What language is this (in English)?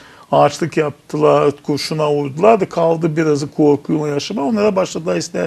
Gagauz